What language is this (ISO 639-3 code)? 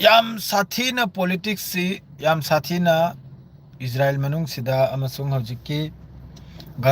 mni